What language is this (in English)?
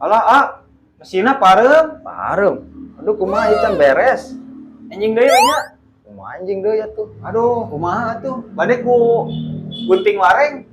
Sundanese